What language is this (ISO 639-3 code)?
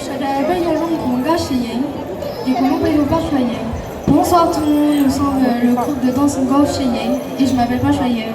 hmn